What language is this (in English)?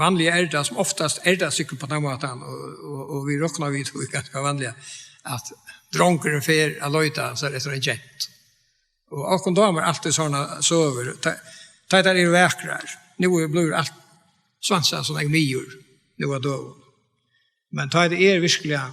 Faroese